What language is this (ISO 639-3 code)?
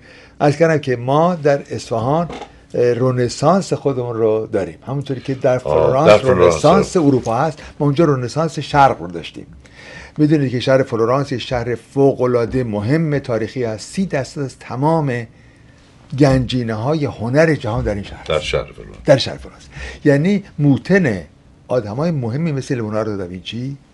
fas